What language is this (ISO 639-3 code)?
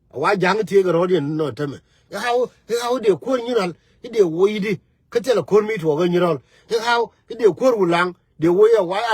nus